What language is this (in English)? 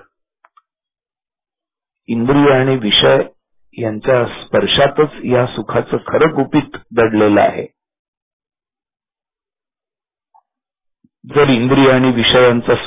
Marathi